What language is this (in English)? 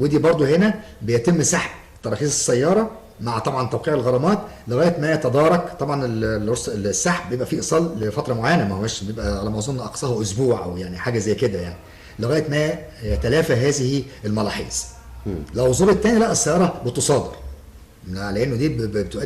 Egyptian Arabic